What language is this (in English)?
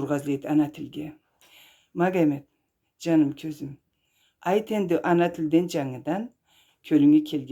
Karachay-Balkar